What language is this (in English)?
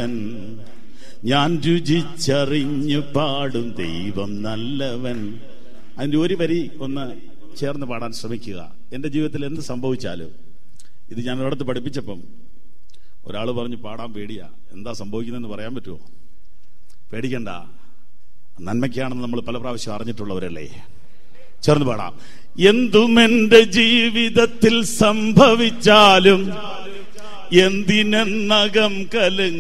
Malayalam